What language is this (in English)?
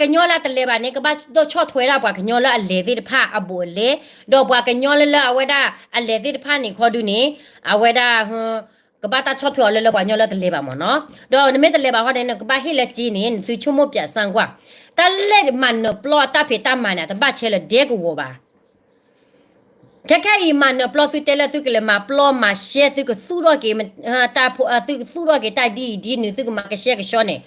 S'gaw Karen